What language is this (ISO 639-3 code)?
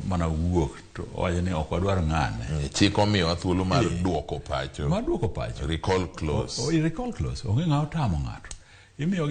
luo